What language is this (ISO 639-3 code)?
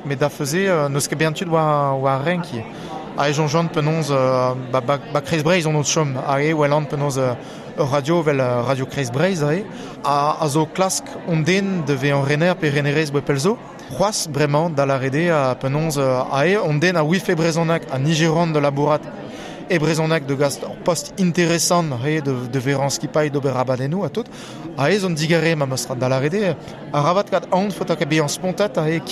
bre